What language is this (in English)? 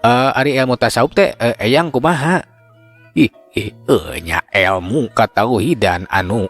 Sundanese